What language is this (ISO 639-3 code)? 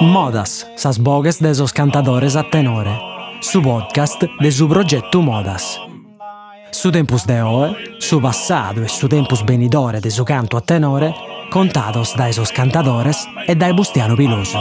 srd